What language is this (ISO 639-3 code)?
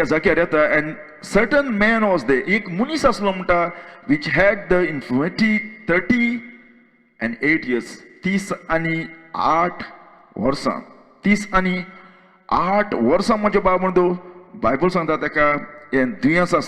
kok